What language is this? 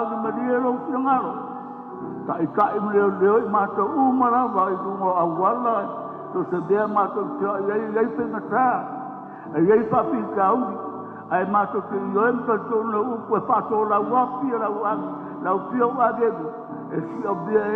Samoan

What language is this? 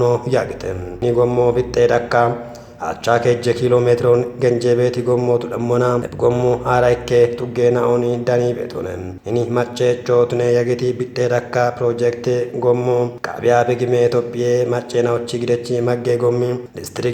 Kafa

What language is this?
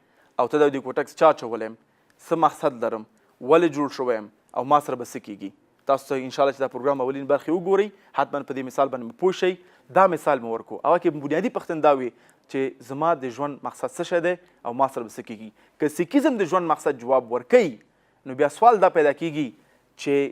Pashto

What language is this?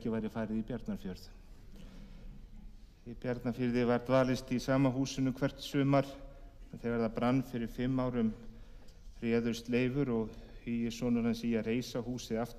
Icelandic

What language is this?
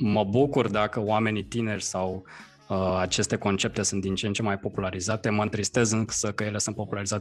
Romanian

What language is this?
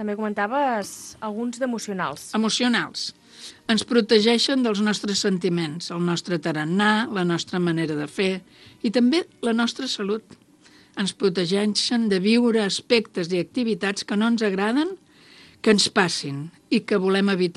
Catalan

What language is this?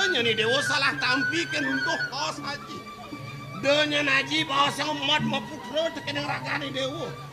Balinese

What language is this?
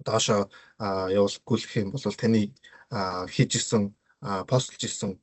Mongolian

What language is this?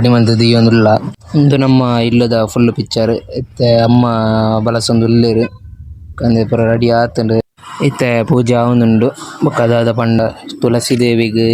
Tulu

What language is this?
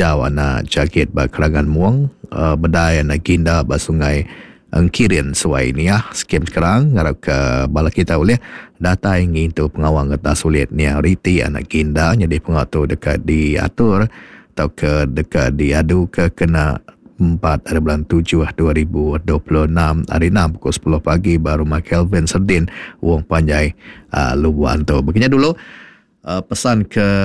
Iban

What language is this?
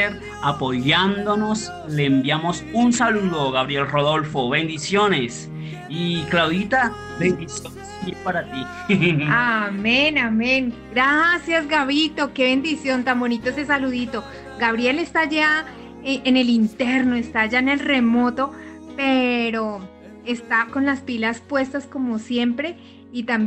Spanish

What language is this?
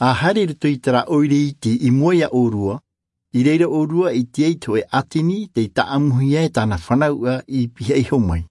Tahitian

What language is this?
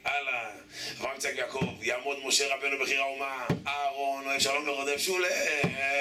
Hebrew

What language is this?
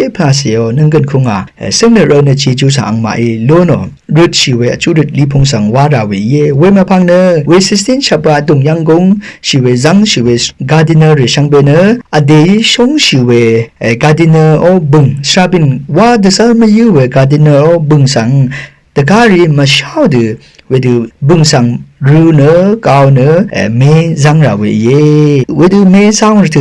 Rawang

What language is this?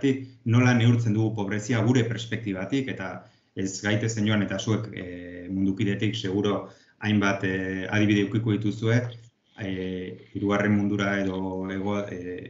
Basque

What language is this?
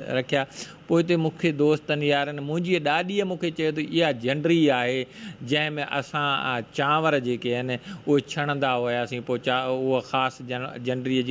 Sindhi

